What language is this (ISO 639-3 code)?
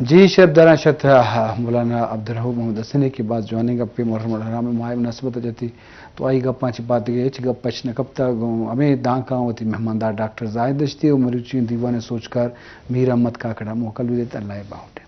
bgp